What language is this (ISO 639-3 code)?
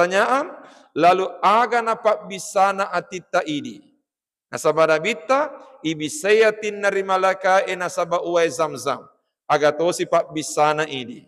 bug